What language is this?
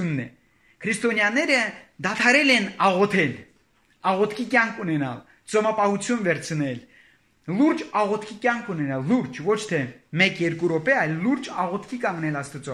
Armenian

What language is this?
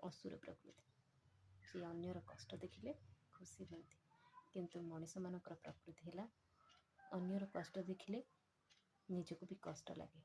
Odia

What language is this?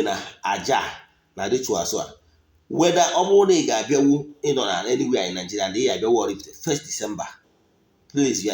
Igbo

